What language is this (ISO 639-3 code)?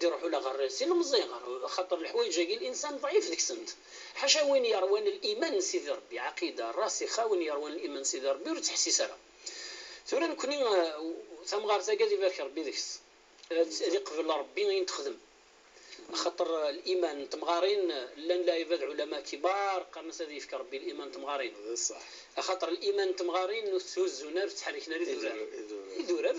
kab